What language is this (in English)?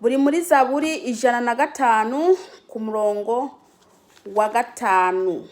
Rundi